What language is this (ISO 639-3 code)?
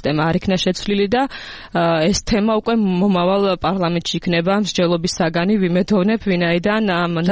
kat